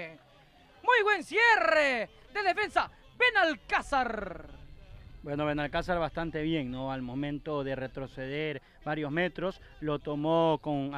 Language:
Spanish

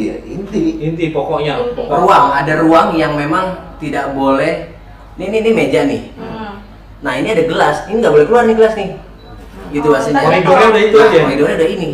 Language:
Betawi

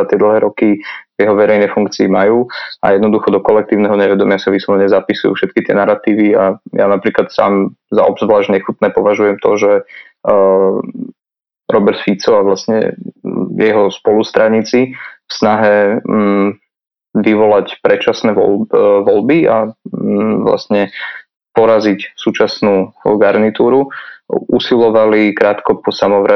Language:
Slovak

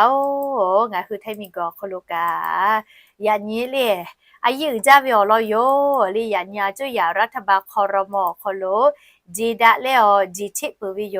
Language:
Lahu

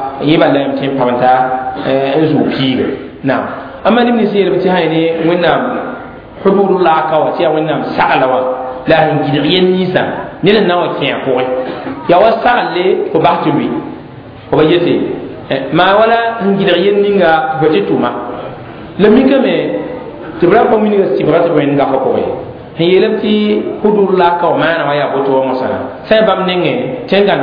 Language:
Mossi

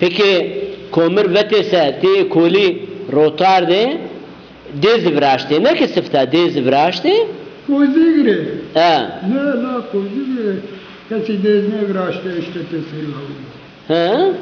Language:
Zaza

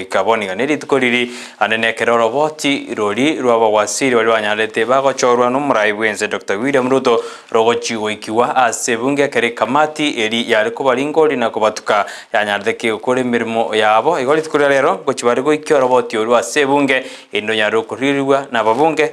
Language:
Gusii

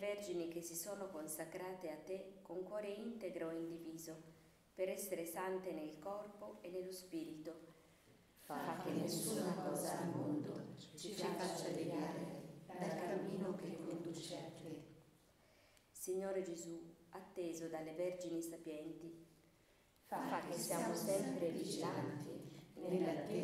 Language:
Italian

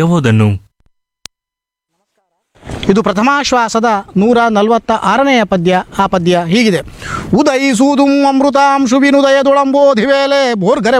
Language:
Kannada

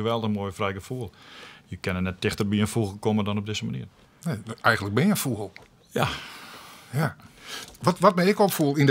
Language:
Western Frisian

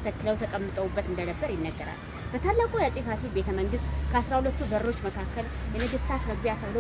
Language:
Amharic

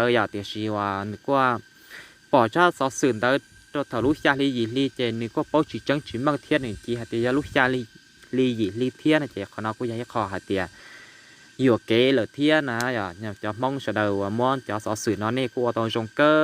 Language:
Hmong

